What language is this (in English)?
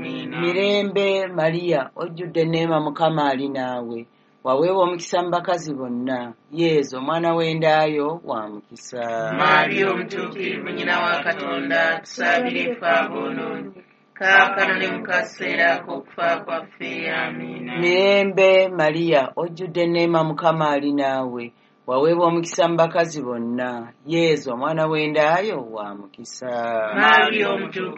Ganda